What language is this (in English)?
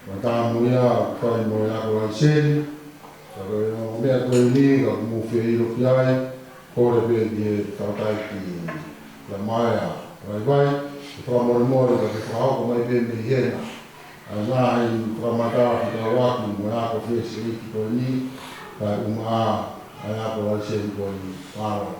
Tongan